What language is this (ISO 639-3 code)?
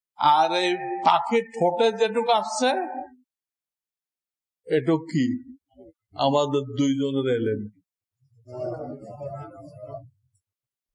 ben